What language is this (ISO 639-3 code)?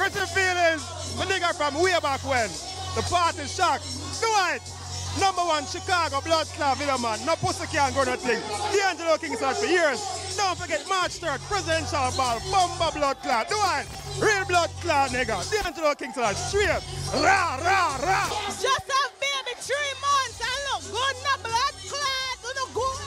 jam